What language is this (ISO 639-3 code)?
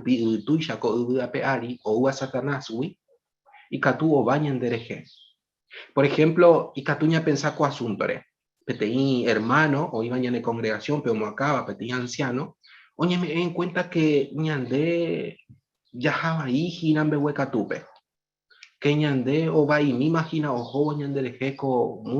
grn